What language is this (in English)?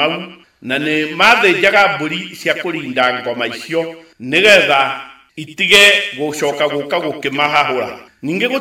Kikuyu